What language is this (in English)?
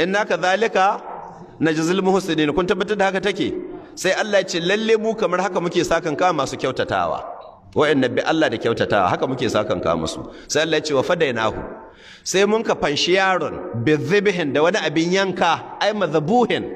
Hausa